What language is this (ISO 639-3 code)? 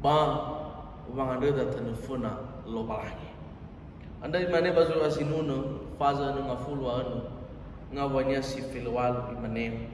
nia